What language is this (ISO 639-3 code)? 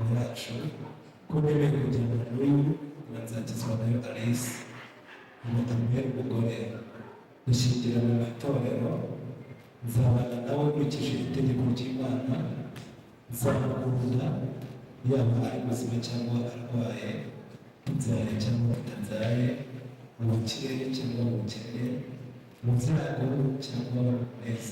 kin